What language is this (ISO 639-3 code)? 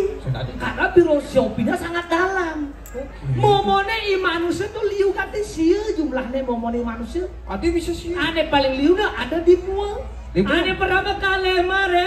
ban